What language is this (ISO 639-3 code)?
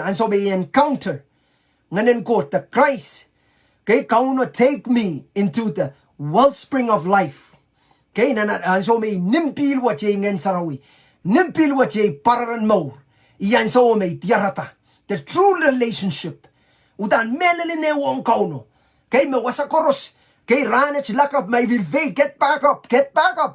pon